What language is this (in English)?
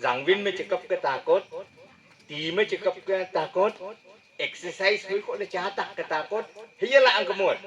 Wancho Naga